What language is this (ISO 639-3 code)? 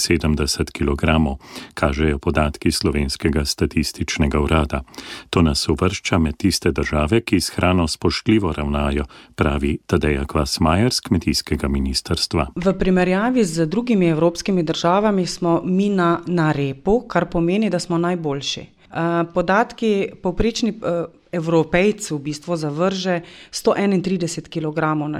slv